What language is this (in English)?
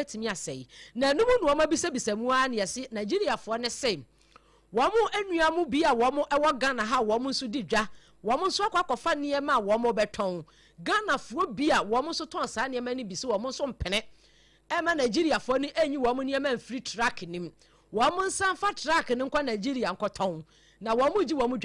Akan